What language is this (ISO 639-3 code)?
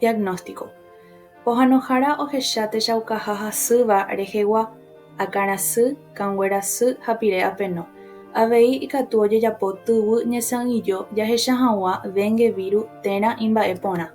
grn